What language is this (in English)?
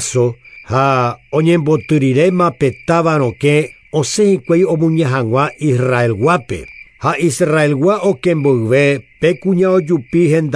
Guarani